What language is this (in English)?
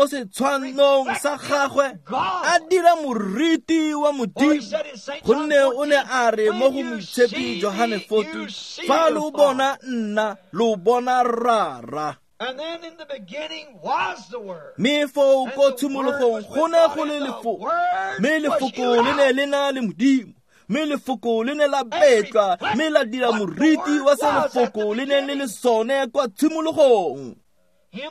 Tswana